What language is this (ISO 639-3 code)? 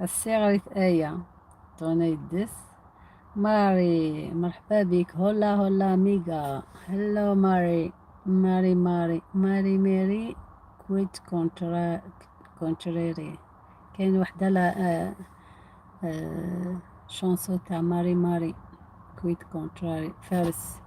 arq